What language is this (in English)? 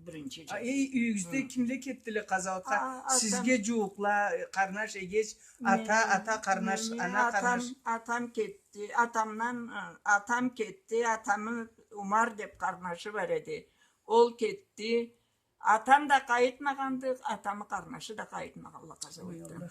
Karachay-Balkar